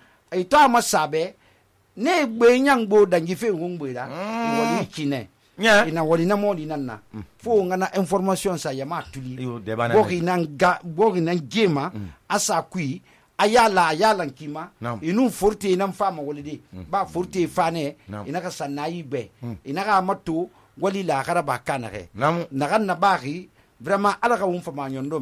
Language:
Susu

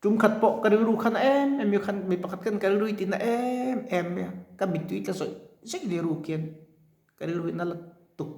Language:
Mizo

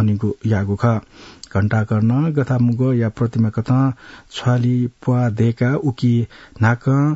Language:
Newari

